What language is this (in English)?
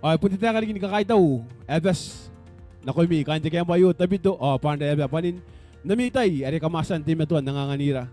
Gilbertese